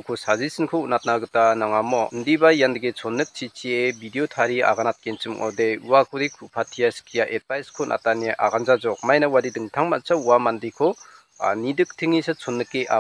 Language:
Garo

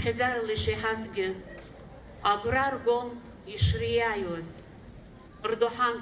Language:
Abkhazian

